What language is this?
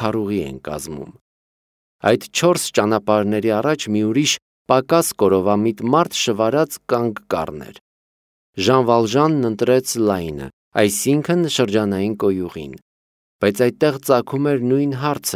Armenian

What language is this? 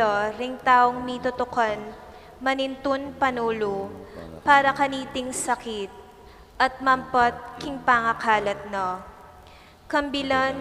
Pampanga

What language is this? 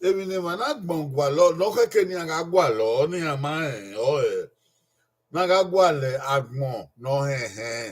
Bini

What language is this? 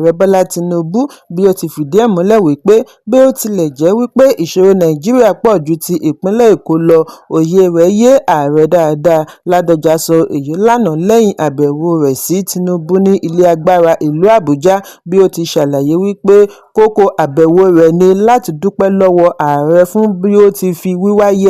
Yoruba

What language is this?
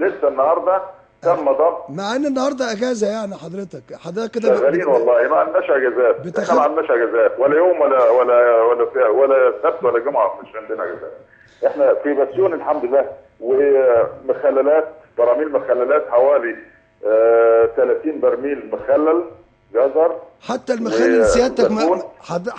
Egyptian Arabic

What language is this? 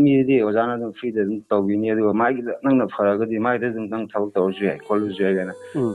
Manipuri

